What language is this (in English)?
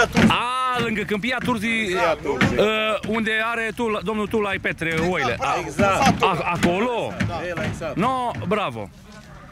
Romanian